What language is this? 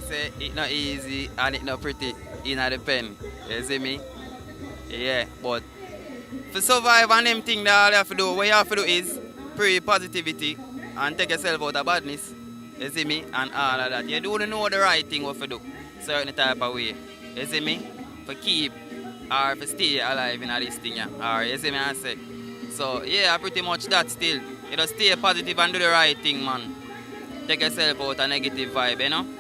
Jamaican Creole English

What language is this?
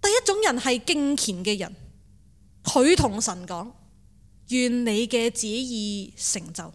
Cantonese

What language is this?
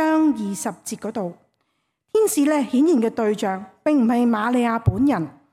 Cantonese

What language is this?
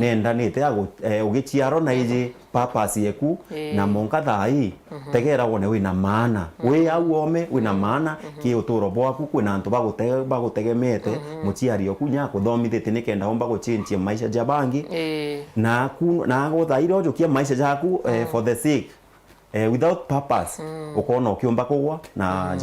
Meru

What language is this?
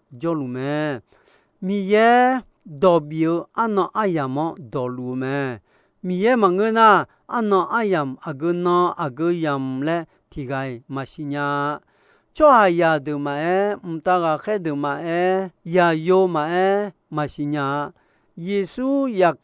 Akha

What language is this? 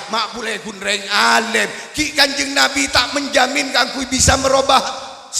Madurese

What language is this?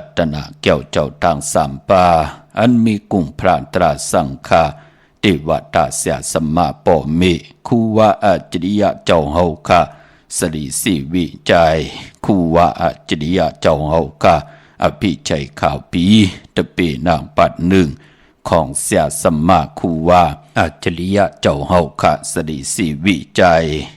Shan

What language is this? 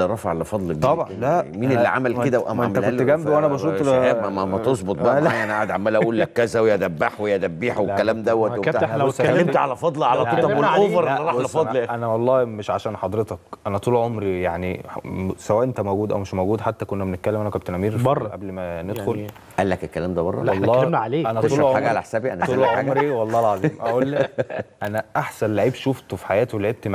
Egyptian Arabic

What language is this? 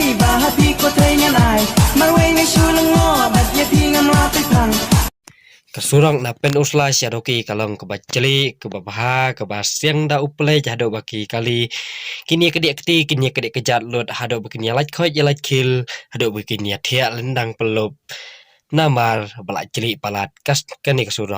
Khasi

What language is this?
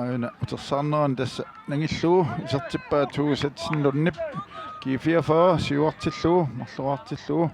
Kalaallisut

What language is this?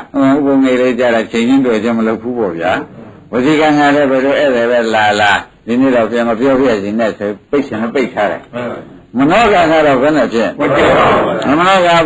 Burmese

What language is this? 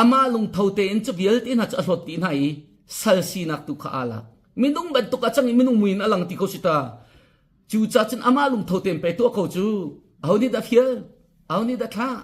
Hakha Chin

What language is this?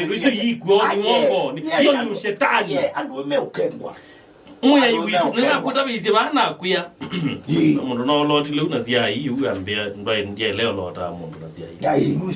Kamba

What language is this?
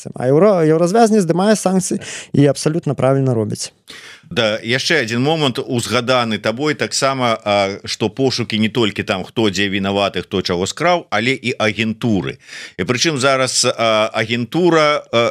Belarusian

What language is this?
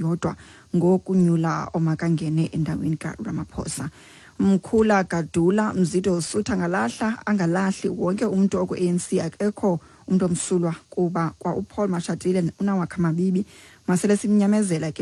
Xhosa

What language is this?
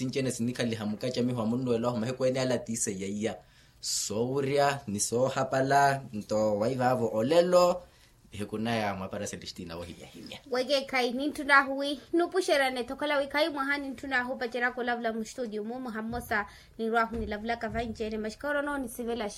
Makhuwa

